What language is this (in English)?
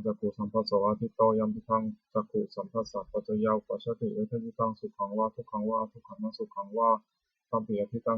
Pali